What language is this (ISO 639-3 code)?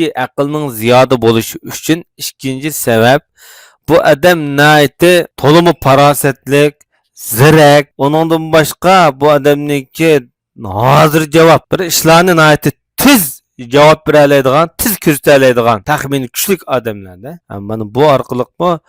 uig